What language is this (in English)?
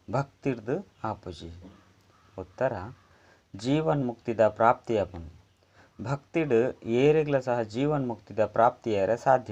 Tulu